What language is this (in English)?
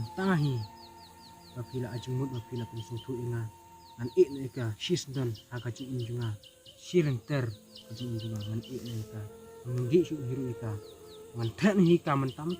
Khasi